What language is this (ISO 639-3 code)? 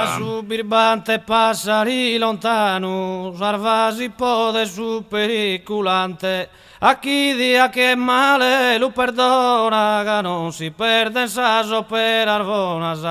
srd